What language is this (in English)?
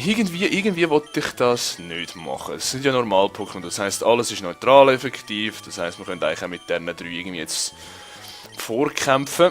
Swiss German